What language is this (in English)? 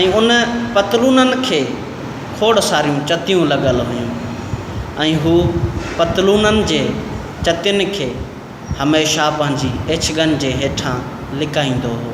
Sindhi